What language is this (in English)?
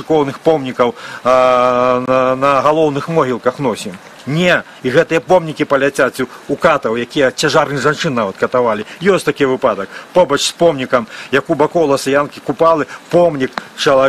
Belarusian